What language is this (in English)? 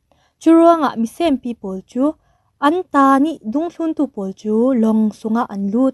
Falam Chin